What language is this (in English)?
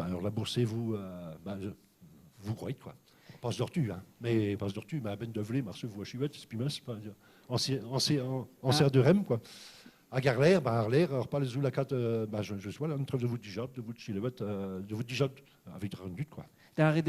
Breton